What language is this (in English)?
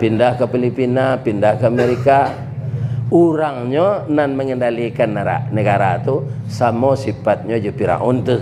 Minangkabau